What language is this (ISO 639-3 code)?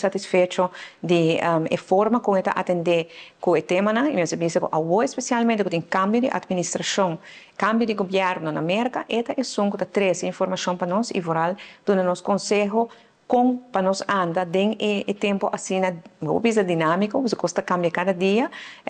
pap